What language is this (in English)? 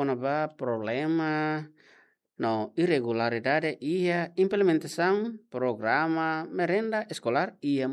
Tetum